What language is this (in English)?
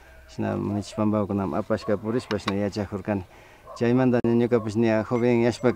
Imbabura Highland Quichua